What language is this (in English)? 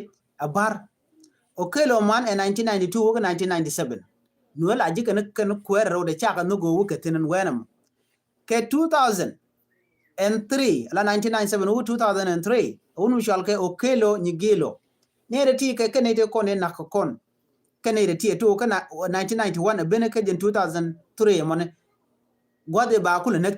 Nuer